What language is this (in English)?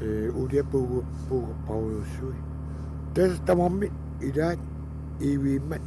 Kalaallisut